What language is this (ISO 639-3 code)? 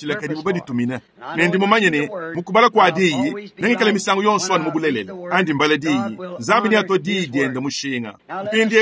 lua